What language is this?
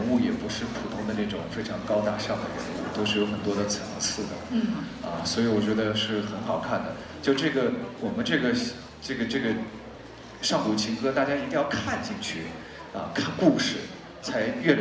Chinese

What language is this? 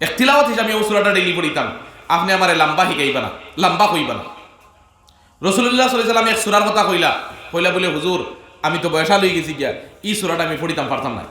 Sylheti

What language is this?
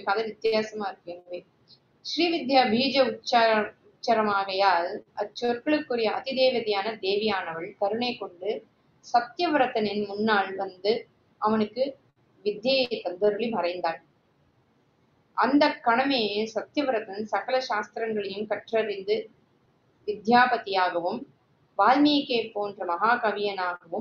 Tamil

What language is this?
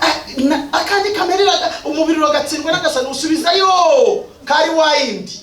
Kinyarwanda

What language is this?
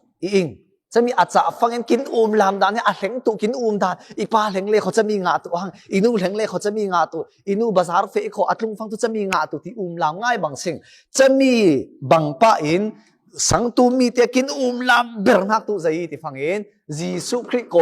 Falam Chin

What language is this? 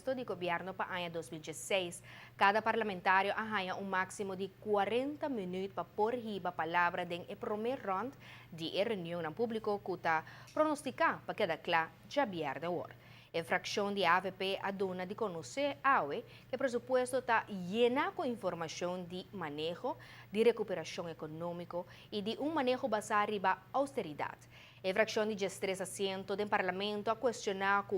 Papiamento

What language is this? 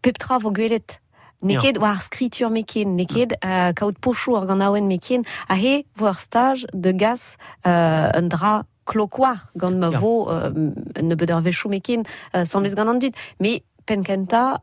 Breton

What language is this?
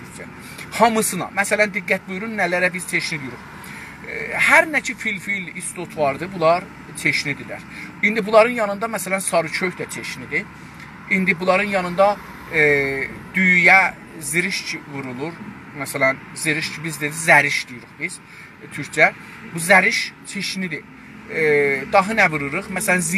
South Azerbaijani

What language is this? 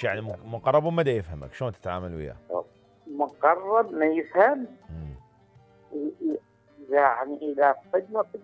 Mesopotamian Arabic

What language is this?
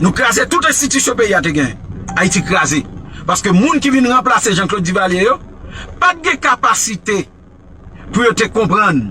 Haitian Creole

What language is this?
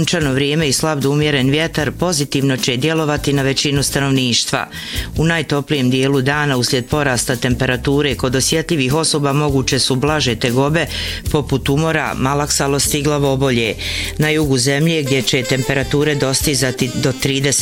Bosnian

